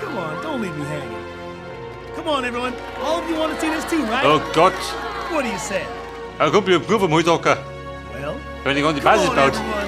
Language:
Bavarian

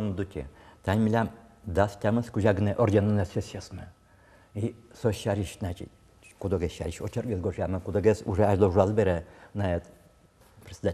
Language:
Udmurt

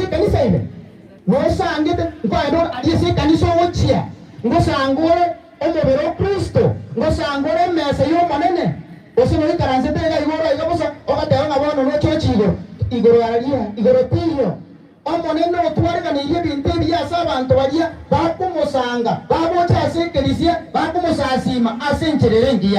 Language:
Gusii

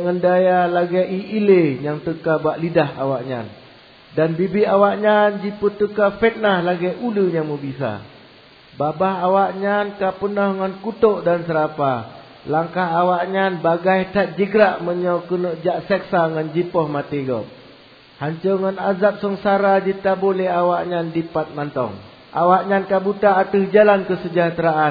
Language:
Achinese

